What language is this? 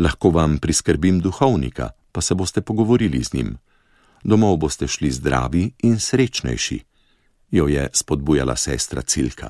Slovenian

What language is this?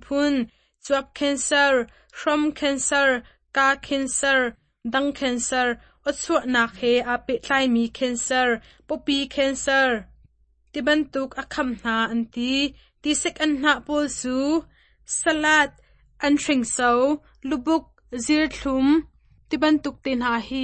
Hakha Chin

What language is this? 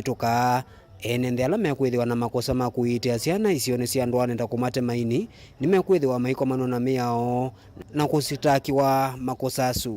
Kamba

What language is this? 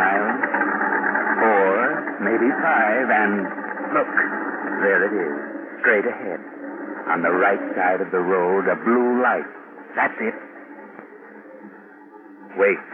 English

